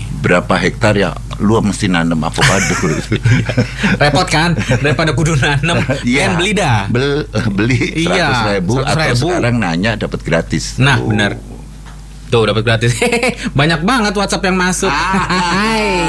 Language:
Indonesian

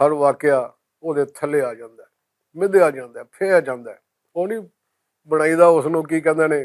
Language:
Western Panjabi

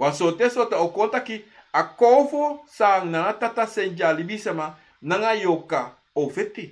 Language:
Sranan Tongo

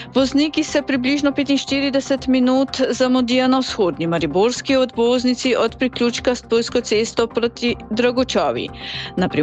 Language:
Slovenian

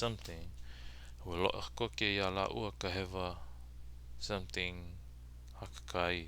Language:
Hawaiian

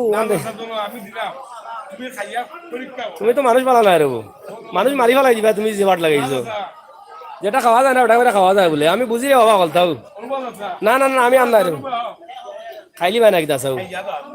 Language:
Sylheti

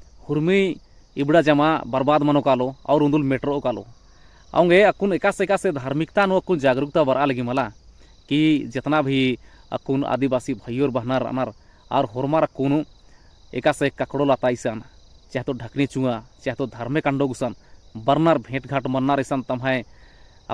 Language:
Kurukh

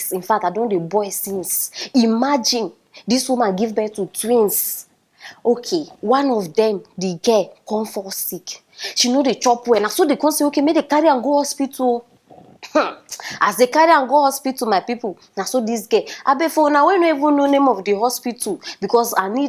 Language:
Nigerian Pidgin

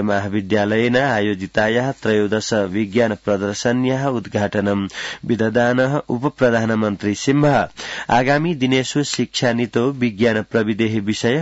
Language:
Sanskrit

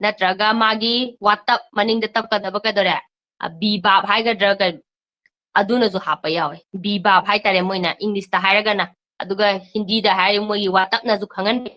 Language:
Manipuri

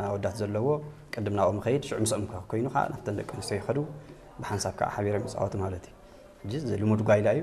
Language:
Tigrinya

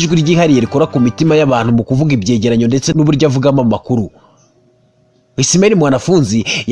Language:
Kinyarwanda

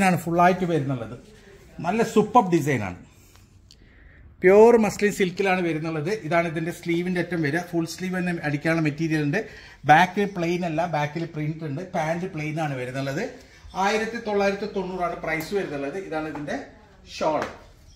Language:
Malayalam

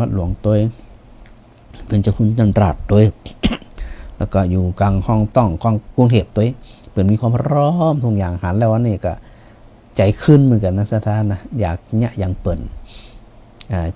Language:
Thai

